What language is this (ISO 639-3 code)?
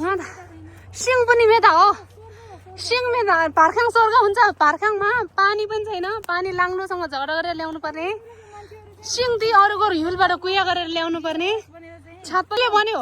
nep